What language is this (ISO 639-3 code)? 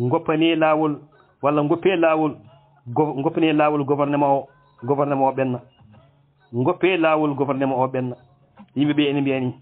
ful